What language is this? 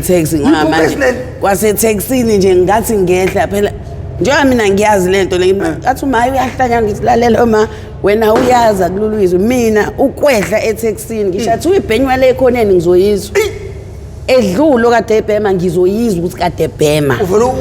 Zulu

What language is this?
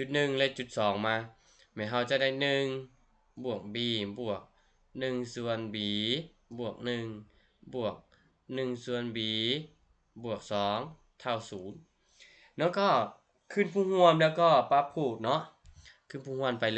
Lao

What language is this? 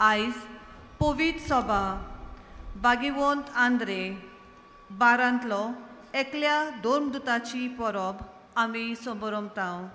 Konkani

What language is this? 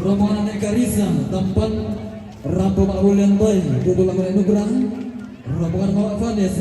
Toraja-Sa'dan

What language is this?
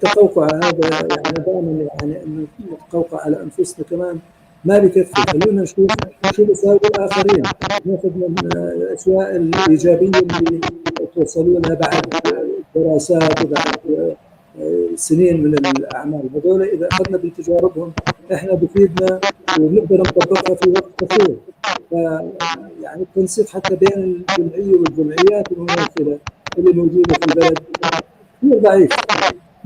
North Levantine Arabic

